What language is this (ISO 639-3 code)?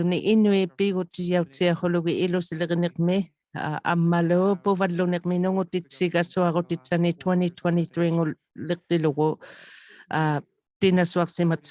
iku